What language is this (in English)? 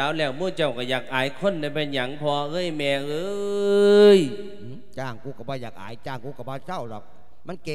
Lao